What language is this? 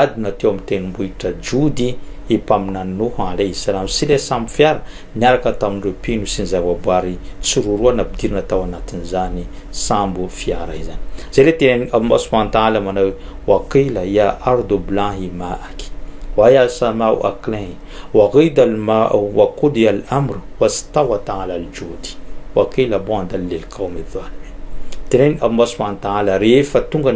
Malagasy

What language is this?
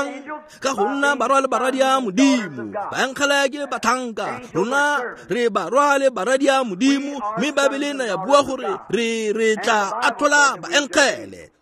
Tswana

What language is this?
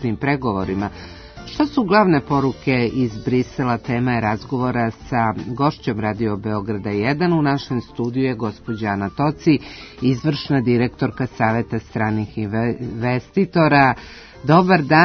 Serbian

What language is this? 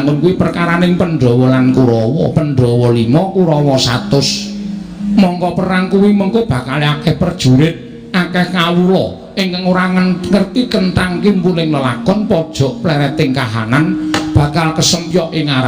Javanese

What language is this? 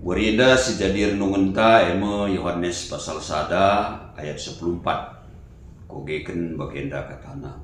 Batak Karo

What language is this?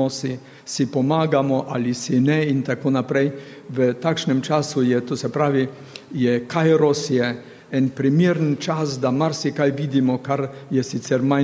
Slovenian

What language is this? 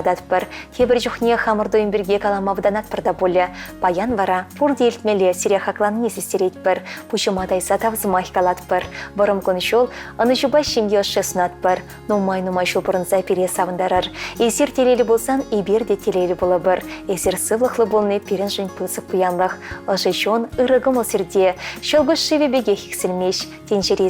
Chuvash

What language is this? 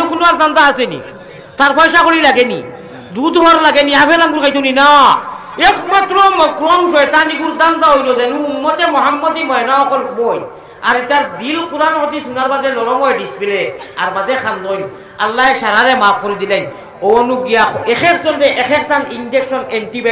Sylheti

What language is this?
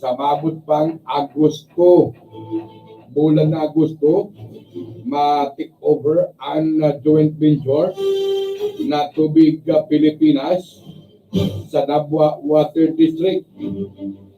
Bikol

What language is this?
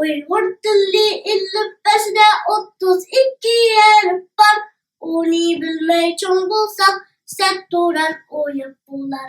Uyghur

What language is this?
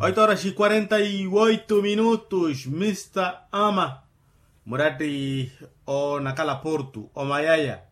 Makhuwa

